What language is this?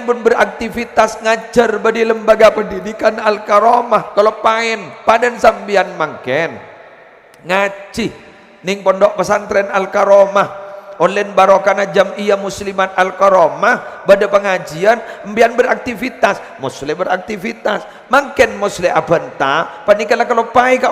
Madurese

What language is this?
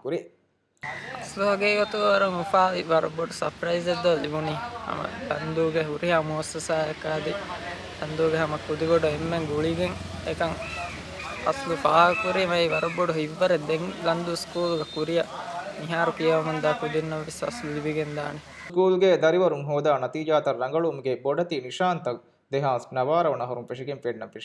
Divehi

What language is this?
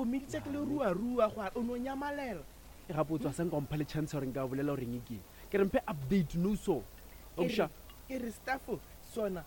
Northern Sotho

